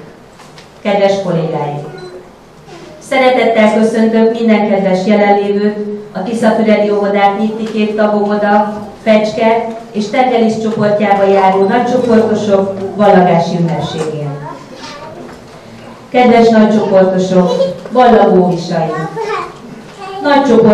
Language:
Hungarian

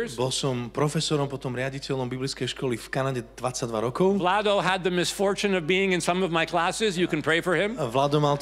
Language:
Slovak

